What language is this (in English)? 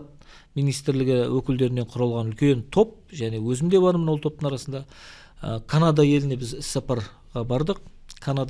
Kazakh